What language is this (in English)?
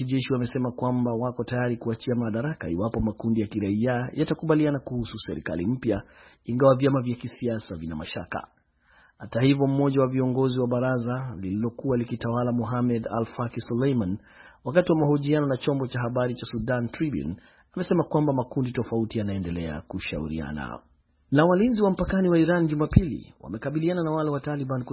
Swahili